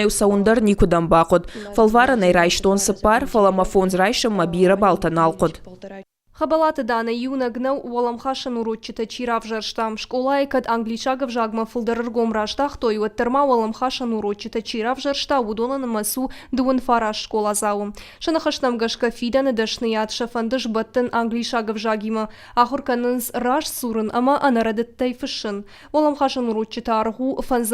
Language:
Ossetic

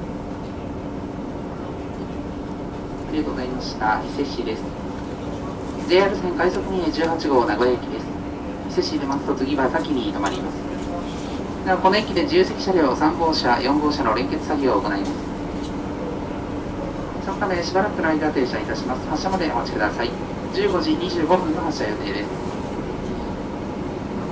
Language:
Japanese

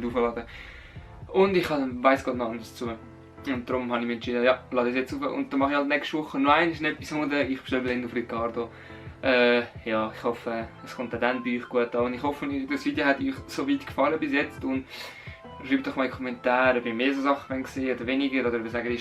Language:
Swiss German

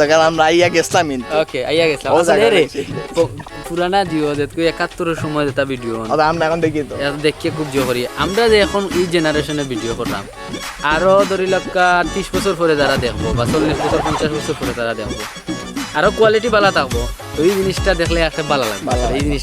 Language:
Sylheti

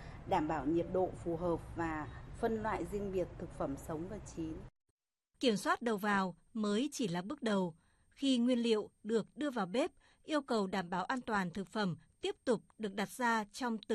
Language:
Vietnamese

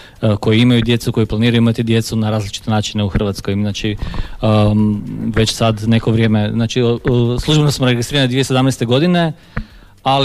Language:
Croatian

